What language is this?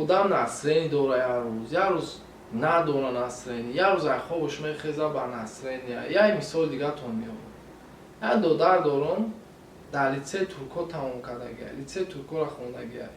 Tajik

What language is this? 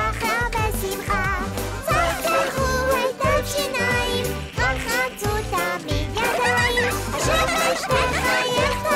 Hebrew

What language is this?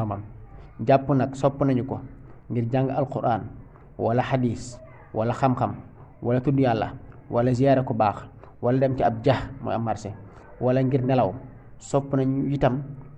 Wolof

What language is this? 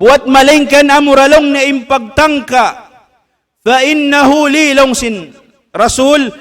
Tausug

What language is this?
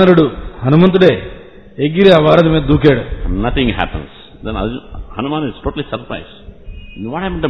Telugu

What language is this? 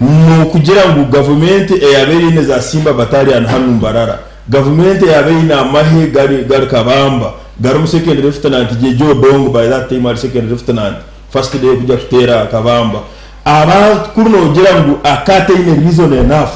Nyankole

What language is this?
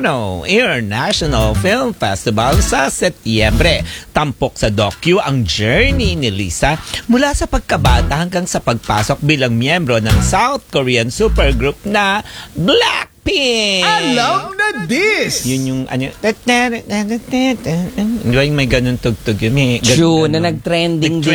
Filipino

